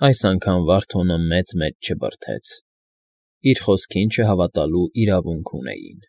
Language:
Armenian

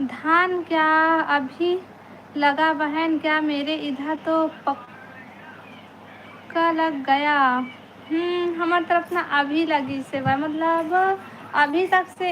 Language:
Chhattisgarhi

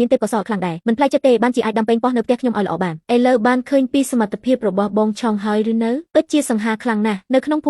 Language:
Khmer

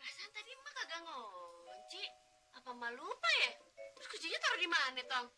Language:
Betawi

